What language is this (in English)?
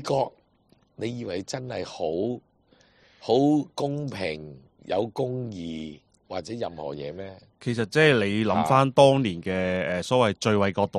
Cantonese